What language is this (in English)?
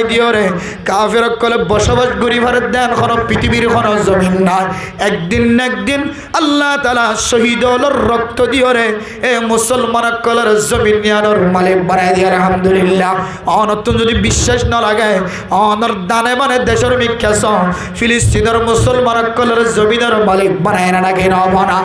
Rohingya